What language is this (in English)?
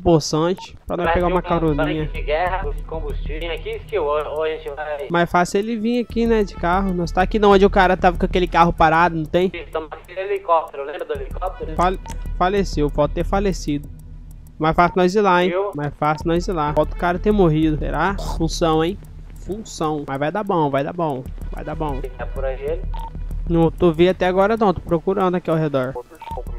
Portuguese